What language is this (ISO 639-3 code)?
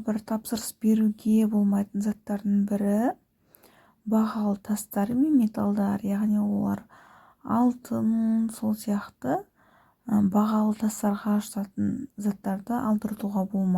kaz